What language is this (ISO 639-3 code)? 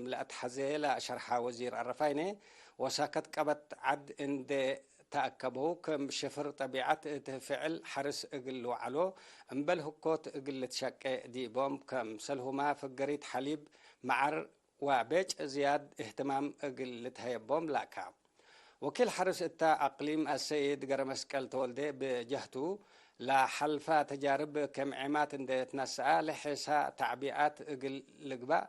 tig